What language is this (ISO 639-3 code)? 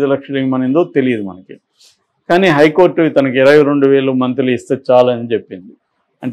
tel